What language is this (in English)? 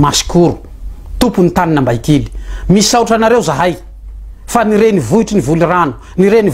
Malagasy